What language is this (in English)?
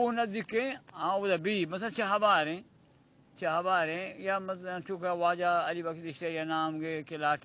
Eastern Balochi